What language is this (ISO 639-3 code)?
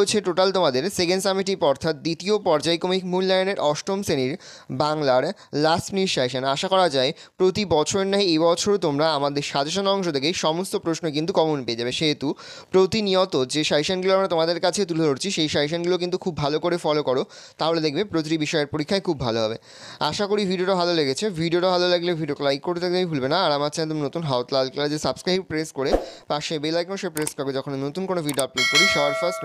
ben